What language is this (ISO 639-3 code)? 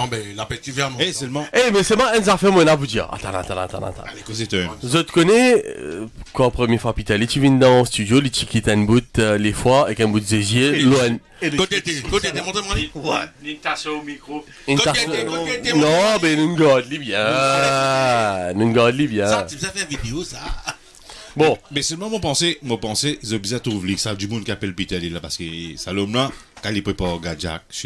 mfe